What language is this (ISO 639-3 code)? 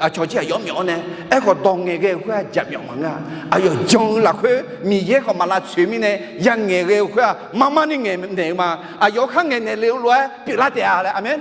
ahk